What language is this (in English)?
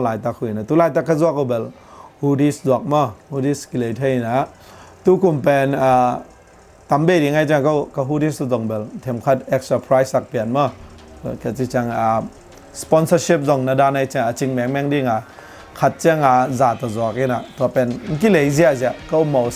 Tedim Chin